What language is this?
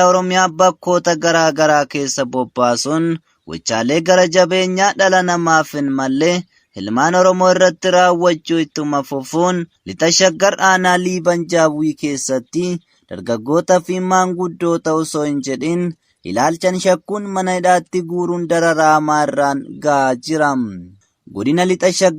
Oromo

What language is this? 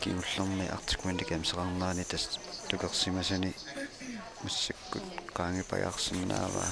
Kalaallisut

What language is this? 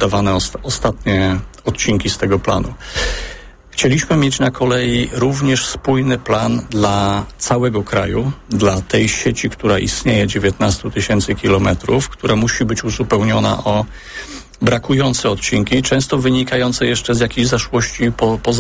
Polish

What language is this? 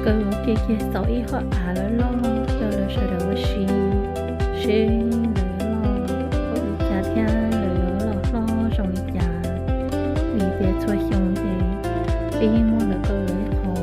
Hmong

